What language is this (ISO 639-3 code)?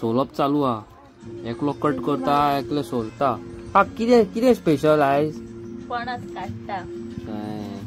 kok